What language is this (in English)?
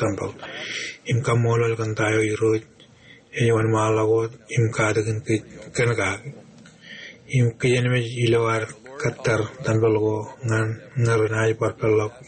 Marshallese